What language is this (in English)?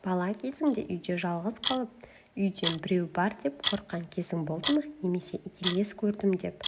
Kazakh